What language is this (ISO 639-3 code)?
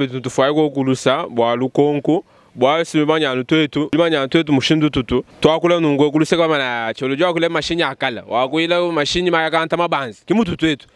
lua